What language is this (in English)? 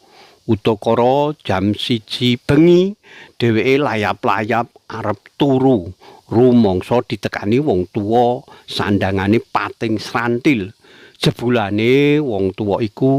Javanese